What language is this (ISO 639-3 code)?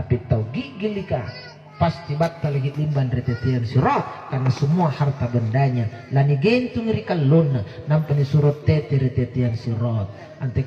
mak